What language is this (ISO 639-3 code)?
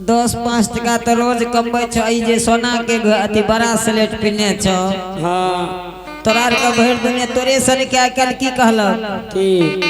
anp